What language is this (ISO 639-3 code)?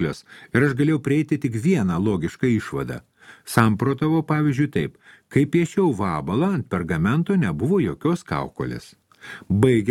lit